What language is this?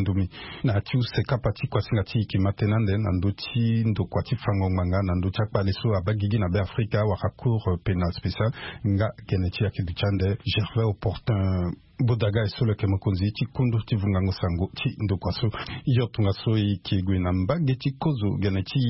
Sango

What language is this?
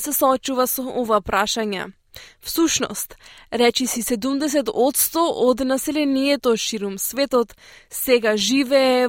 Macedonian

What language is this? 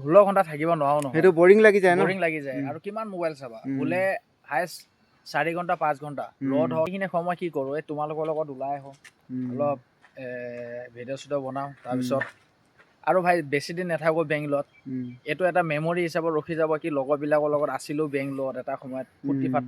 Assamese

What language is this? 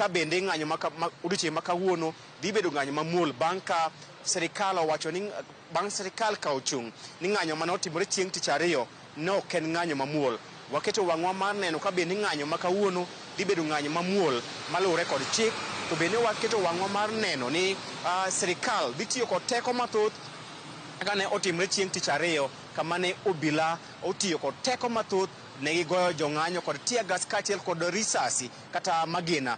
Luo (Kenya and Tanzania)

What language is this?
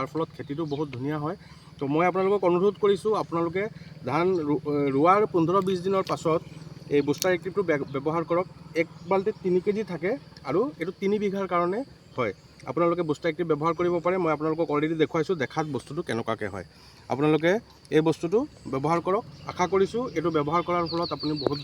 Assamese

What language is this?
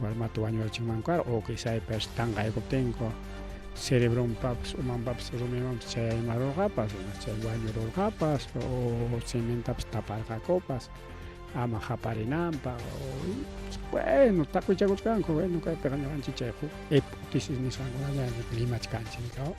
Ayacucho Quechua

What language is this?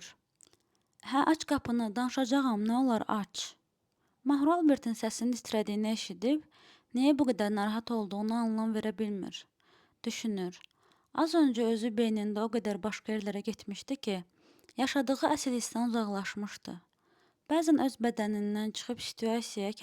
Azerbaijani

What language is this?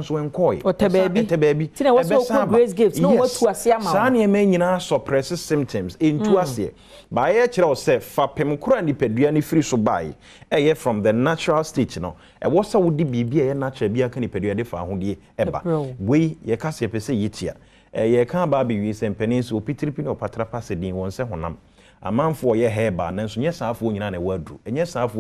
Akan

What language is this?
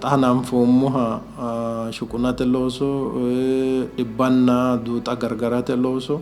Sidamo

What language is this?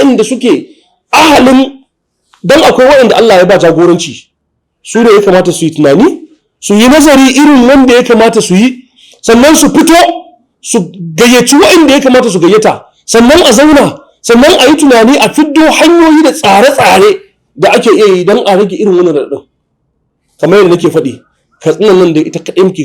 Hausa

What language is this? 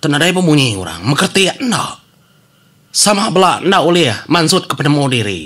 Iban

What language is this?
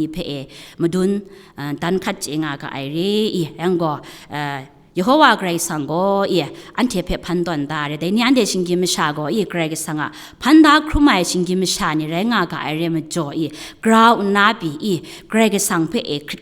Kachin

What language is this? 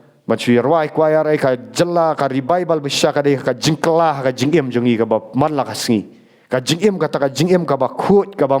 Khasi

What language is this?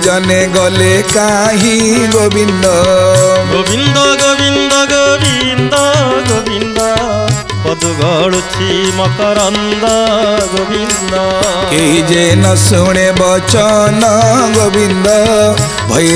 Odia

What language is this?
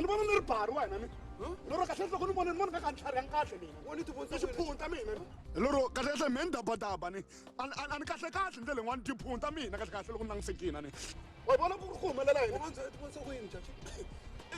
Tsonga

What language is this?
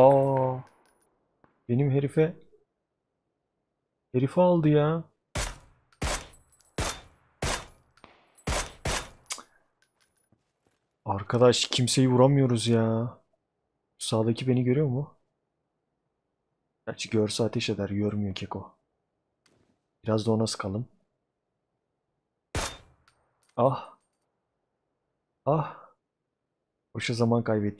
Turkish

